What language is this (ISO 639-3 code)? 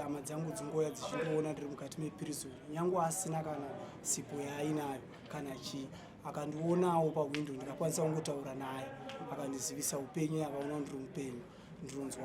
sna